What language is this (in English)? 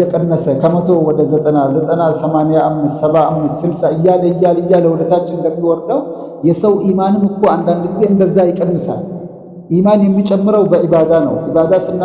Amharic